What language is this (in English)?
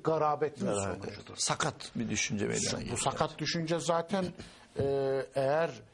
Turkish